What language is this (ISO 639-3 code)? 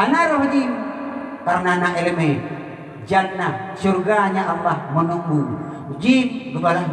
ace